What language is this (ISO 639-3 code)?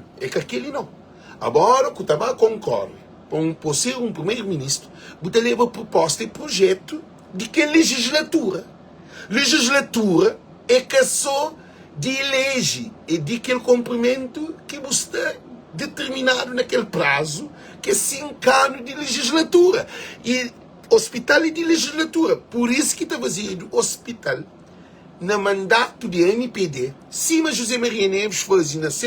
kea